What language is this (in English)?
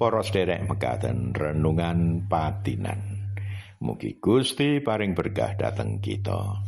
Javanese